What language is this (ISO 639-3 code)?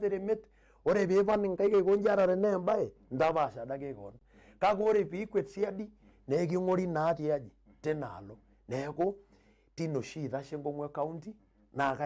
mas